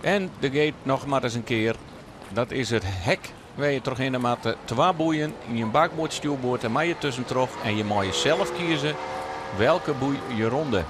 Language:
Western Frisian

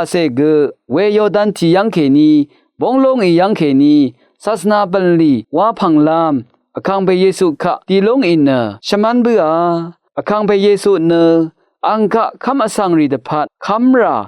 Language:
Rawang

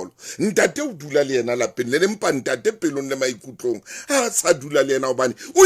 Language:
Southern Sotho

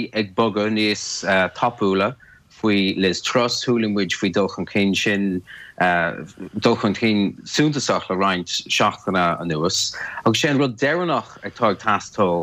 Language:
Irish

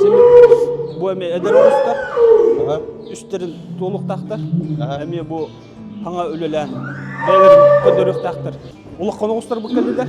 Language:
Yakut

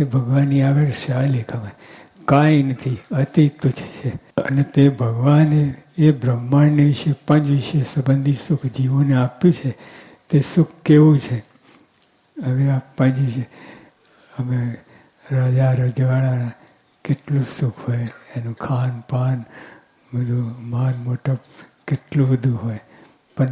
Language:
Gujarati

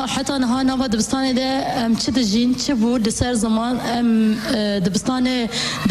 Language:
Kurdish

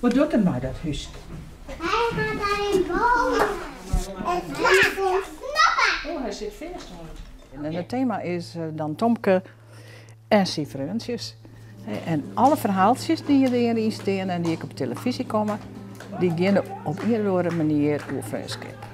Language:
Western Frisian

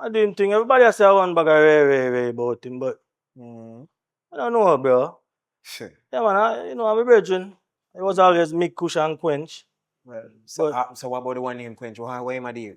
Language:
Jamaican Creole English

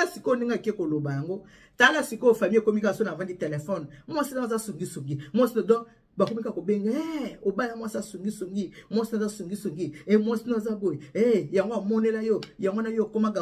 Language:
Lingala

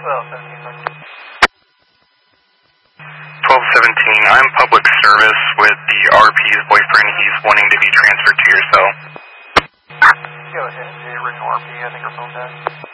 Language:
English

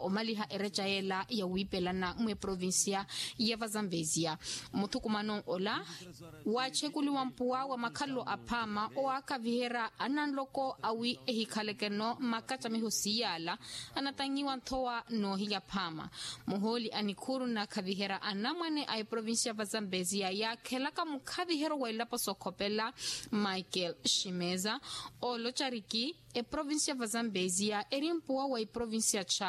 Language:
Makhuwa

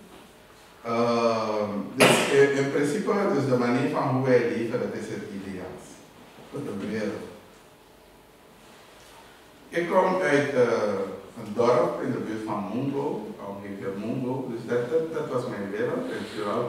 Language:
Dutch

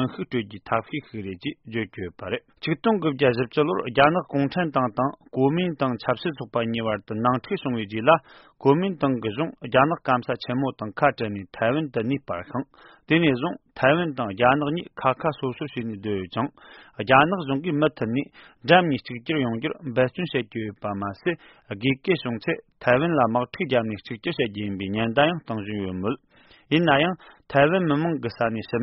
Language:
Tibetan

